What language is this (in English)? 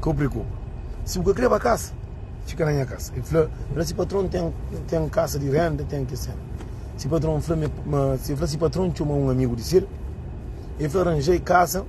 Kabuverdianu